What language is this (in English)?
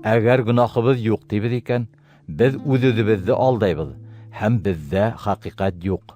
Bashkir